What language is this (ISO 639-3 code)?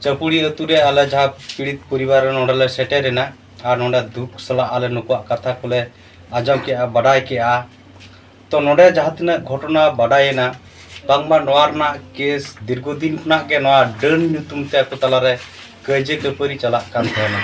sat